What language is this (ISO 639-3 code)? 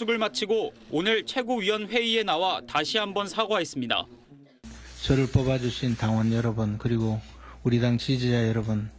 kor